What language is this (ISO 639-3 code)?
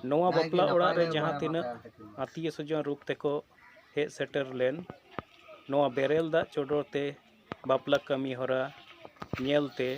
sat